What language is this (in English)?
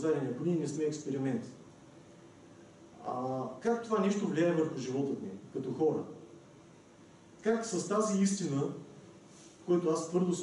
Bulgarian